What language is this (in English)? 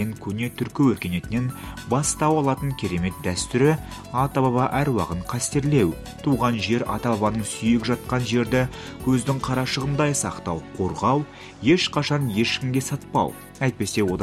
Kazakh